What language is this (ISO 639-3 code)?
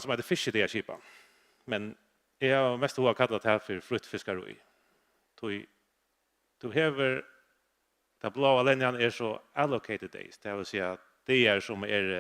fao